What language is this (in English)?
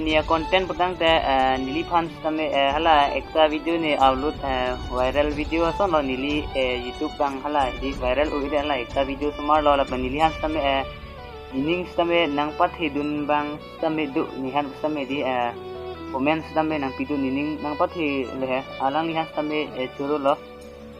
Karbi